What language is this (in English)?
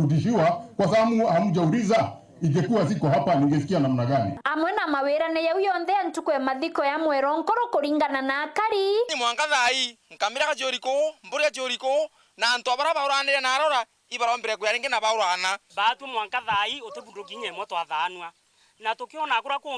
Meru